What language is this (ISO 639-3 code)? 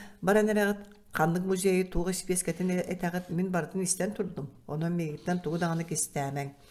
sah